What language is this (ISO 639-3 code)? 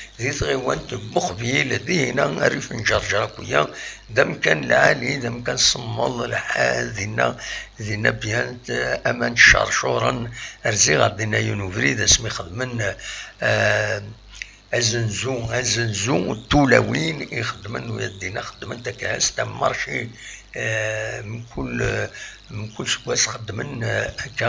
kab